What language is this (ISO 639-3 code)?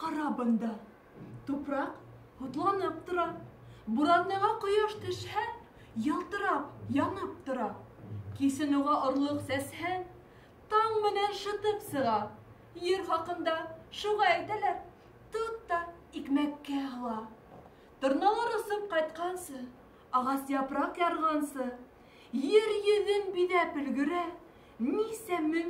bak